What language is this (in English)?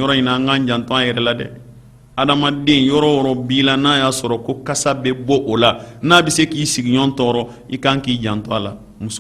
Bambara